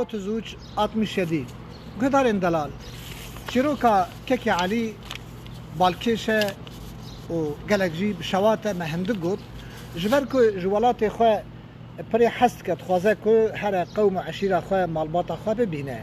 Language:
Kurdish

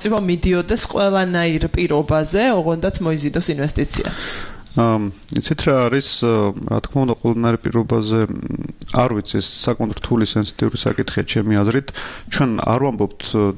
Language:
Georgian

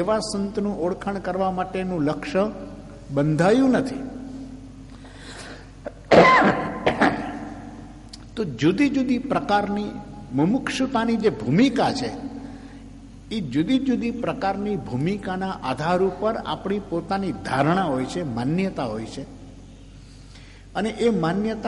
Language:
Gujarati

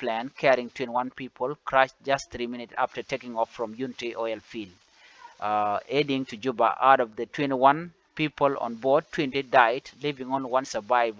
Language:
Nuer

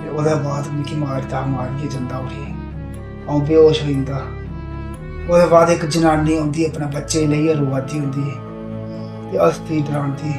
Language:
Dogri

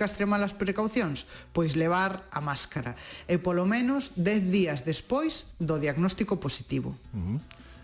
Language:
Galician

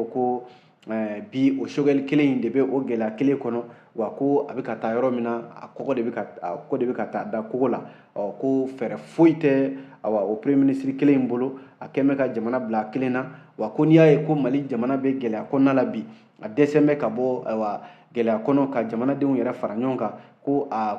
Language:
Bambara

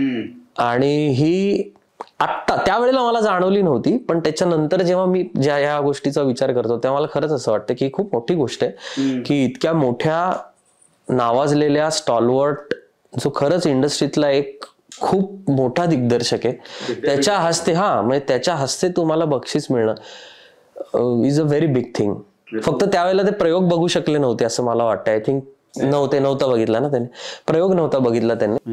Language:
Marathi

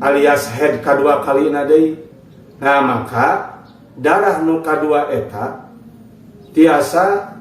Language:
Sundanese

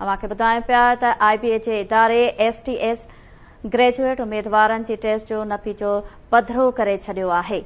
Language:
Sindhi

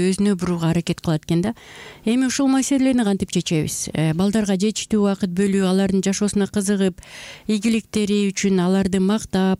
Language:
Kyrgyz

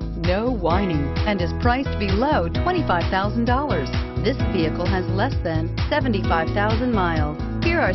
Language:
English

